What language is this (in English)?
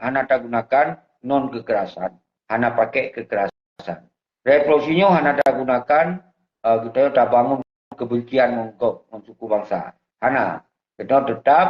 Achinese